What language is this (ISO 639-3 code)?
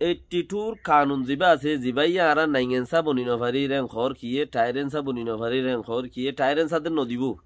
rhg